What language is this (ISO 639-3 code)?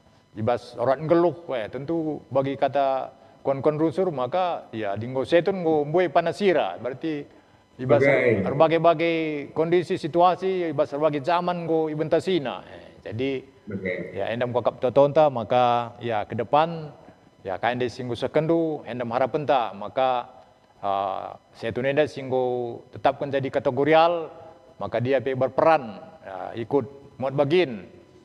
btx